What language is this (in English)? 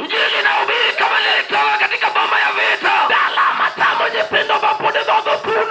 Luo (Kenya and Tanzania)